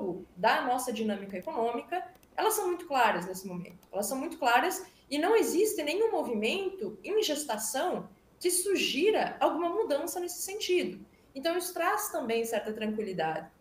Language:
Portuguese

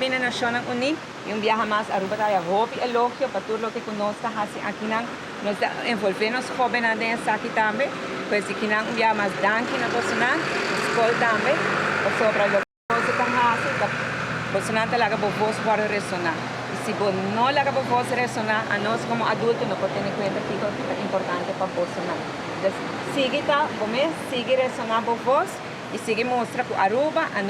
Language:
Papiamento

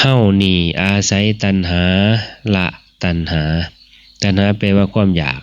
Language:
Northeastern Thai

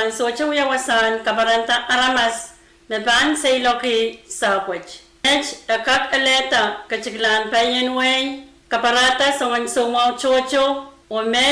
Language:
Pohnpeian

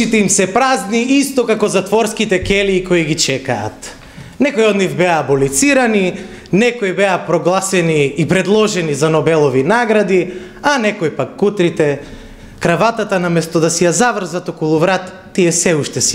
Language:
Macedonian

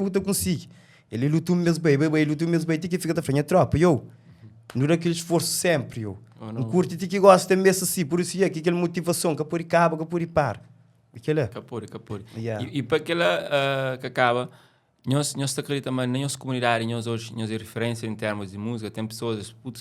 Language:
Kabuverdianu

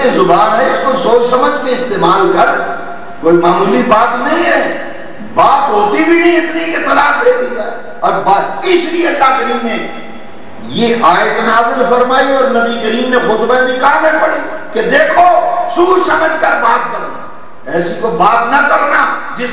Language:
Urdu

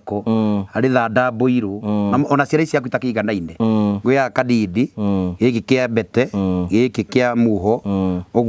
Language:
Kikuyu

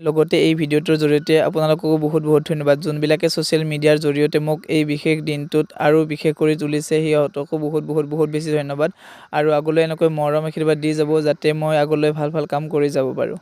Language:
Assamese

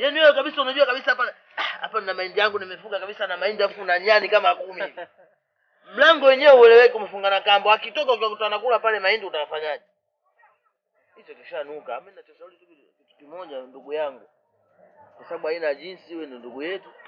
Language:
Swahili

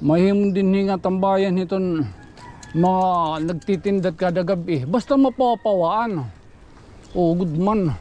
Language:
Waray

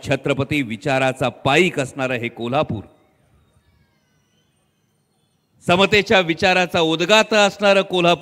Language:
Marathi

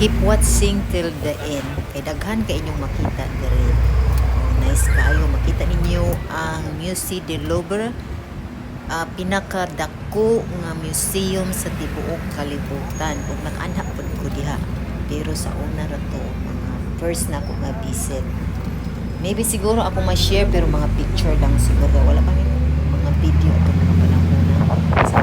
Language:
Cebuano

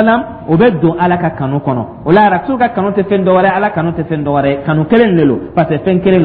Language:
Dyula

